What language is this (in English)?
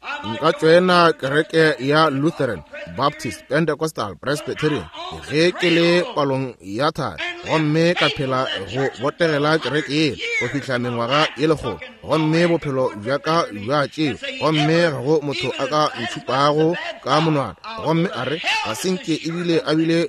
Northern Sotho